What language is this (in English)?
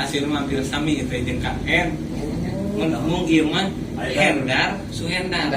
Sundanese